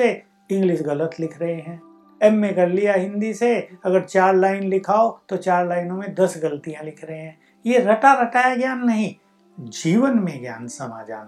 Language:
Hindi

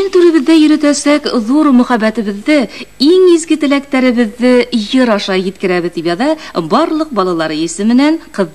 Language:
Bashkir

